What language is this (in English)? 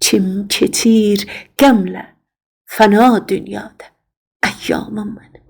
South Azerbaijani